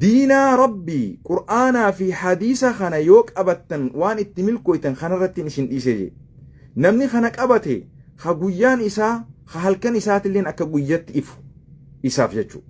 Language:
Oromo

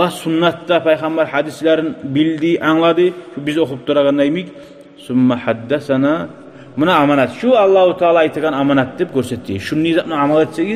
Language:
Kumyk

